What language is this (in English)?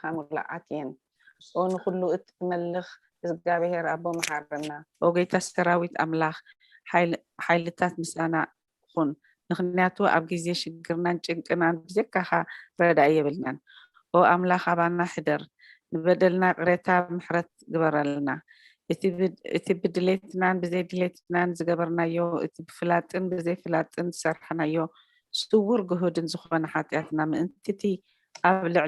Tigrinya